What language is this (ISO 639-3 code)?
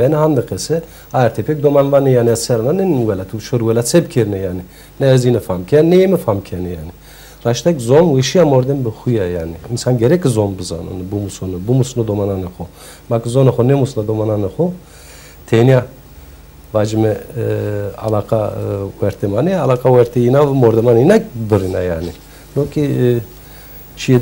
zza